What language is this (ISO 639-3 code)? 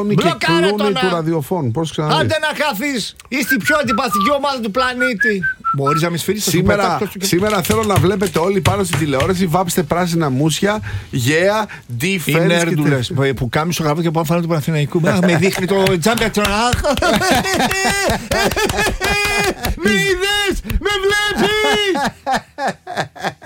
ell